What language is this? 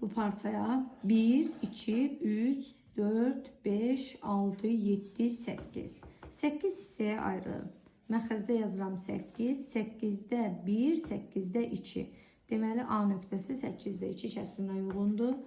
Azerbaijani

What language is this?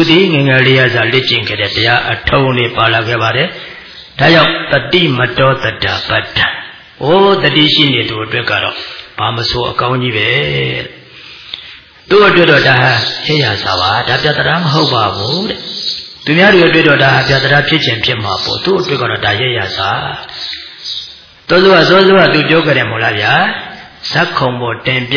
Burmese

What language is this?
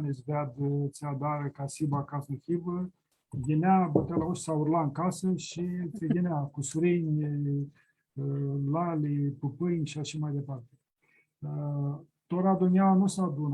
Aromanian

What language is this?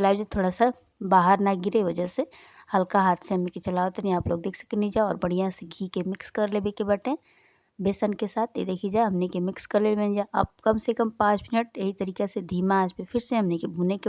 Bhojpuri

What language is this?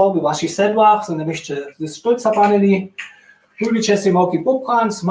Upper Sorbian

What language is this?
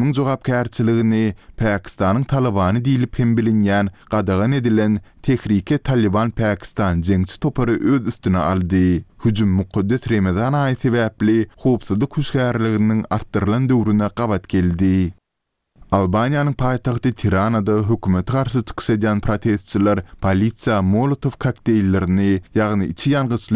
Turkmen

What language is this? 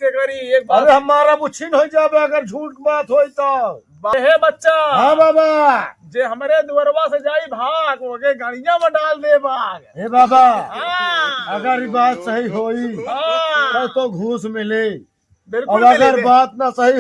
Awadhi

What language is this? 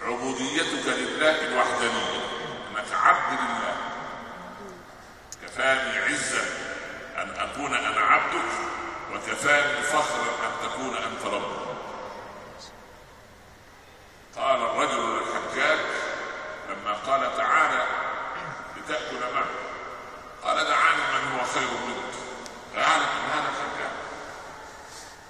Arabic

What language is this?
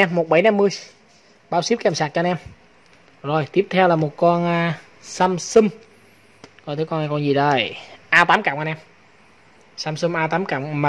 Vietnamese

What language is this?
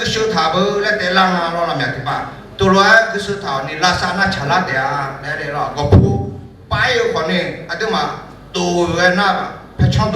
Akha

